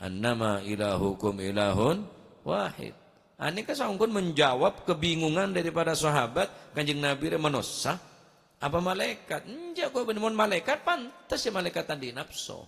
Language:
Madurese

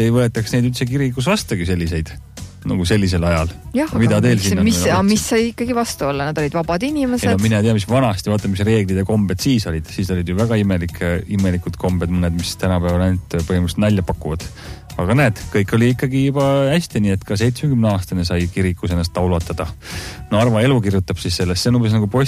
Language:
Estonian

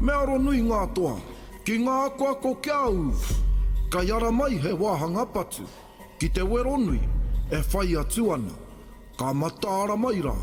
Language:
Māori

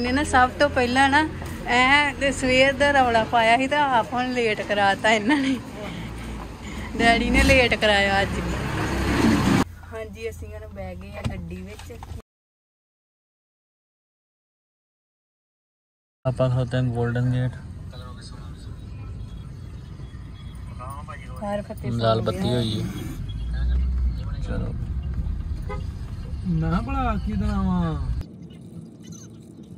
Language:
Punjabi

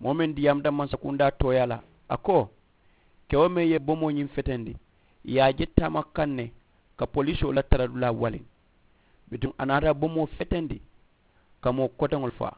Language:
Mandingo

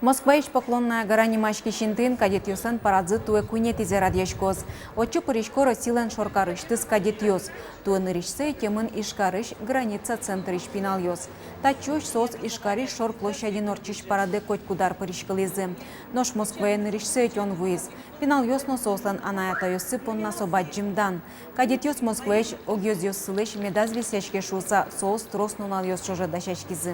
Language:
Udmurt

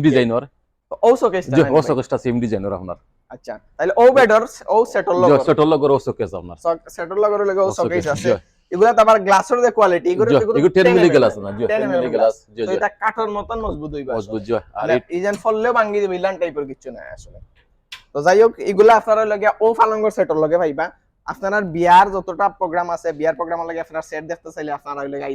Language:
Sylheti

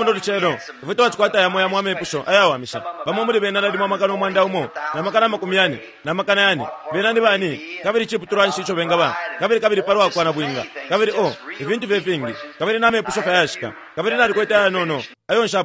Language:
Bemba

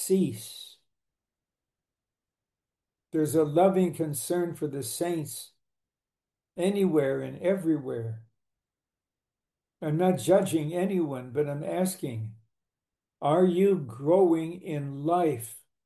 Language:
English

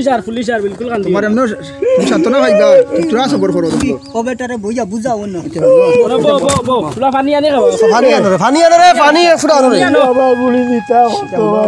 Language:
Sylheti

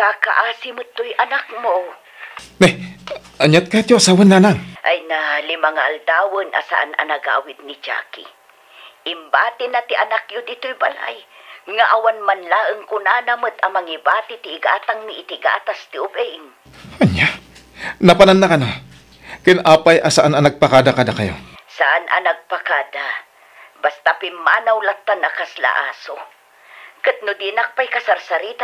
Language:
Iloko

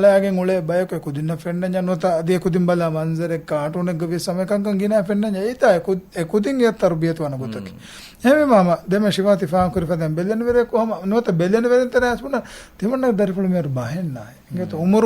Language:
Divehi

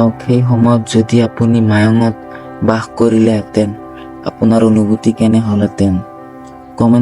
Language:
Assamese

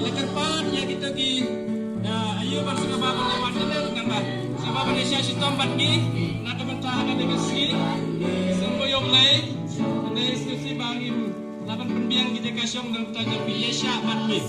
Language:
Khasi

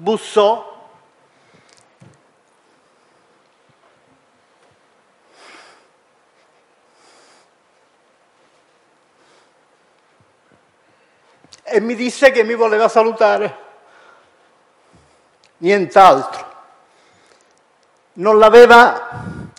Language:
Italian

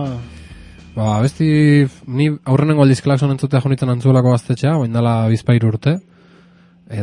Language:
Basque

